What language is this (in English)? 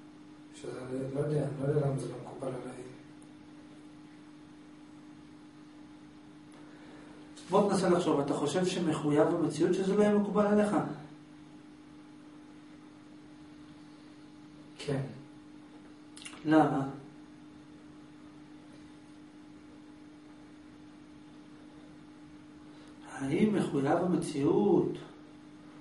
Hebrew